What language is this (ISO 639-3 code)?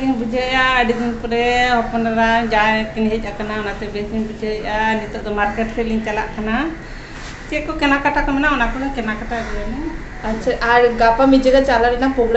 sat